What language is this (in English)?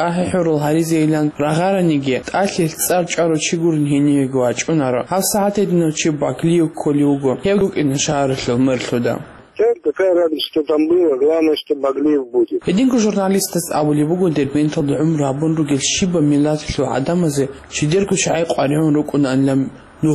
Avaric